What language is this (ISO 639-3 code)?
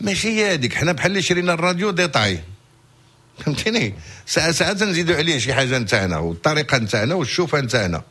ary